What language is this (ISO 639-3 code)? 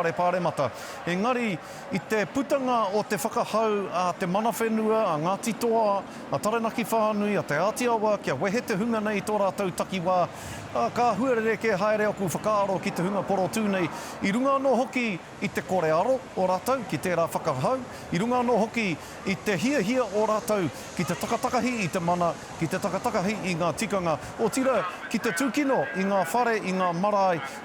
mri